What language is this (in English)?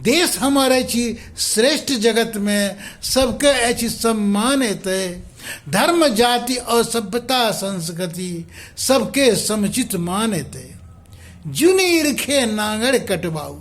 Maithili